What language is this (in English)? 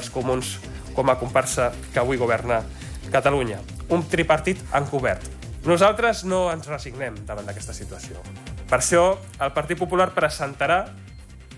Catalan